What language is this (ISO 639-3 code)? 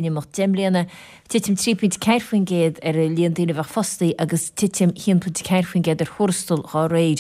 gle